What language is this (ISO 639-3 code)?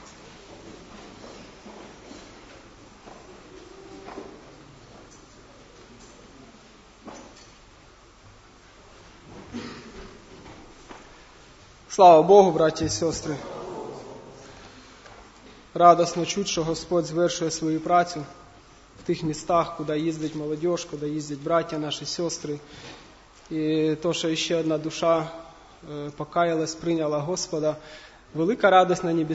ukr